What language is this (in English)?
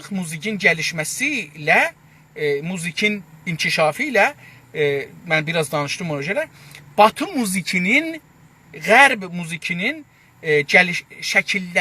South Azerbaijani